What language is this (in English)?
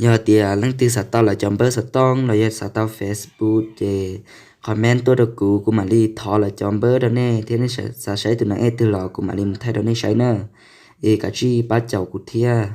Hmong